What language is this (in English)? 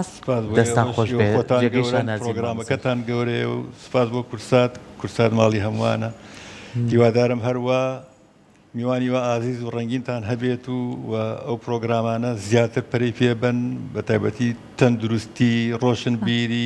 Central Kurdish